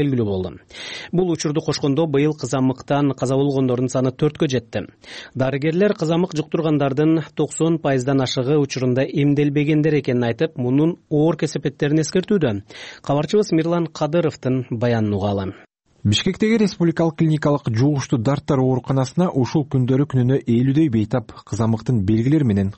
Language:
Kyrgyz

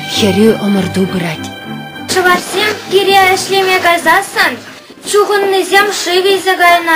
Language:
Chuvash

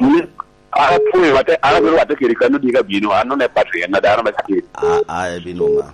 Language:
Lango (Uganda)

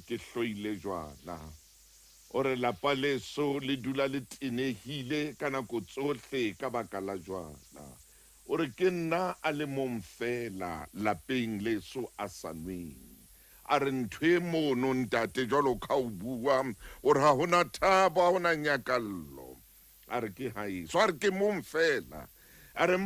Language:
Southern Sotho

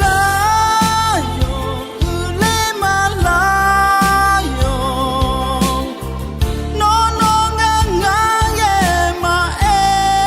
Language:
Akha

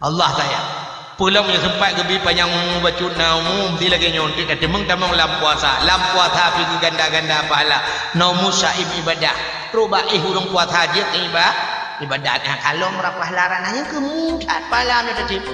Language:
Achinese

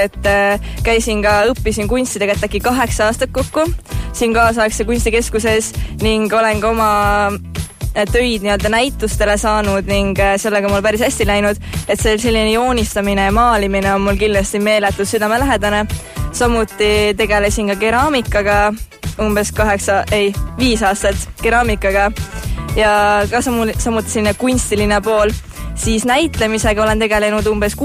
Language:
Estonian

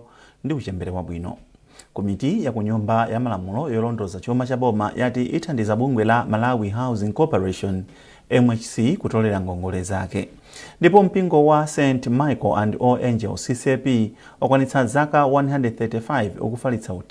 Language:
Nyanja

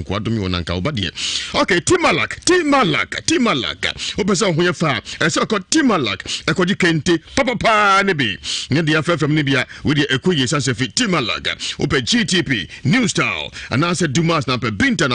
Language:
Akan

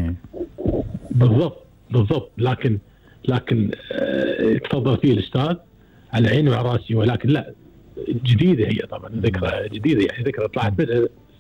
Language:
Gulf Arabic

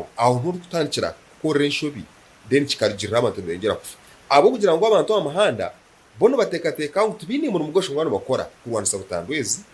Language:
Nyankole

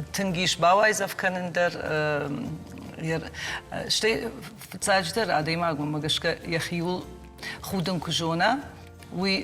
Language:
Ossetic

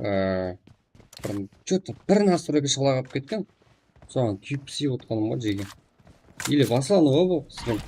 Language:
Kara-Kalpak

